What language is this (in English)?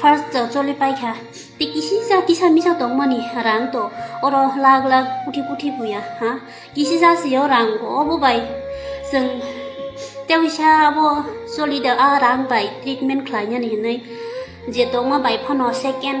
Kok Borok